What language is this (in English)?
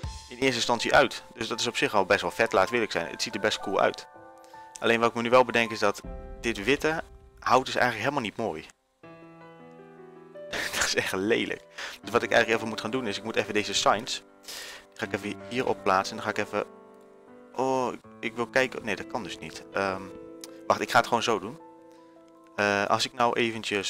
Dutch